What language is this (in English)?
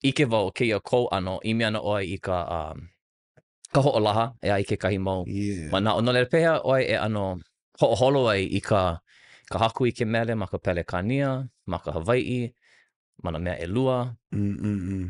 Hawaiian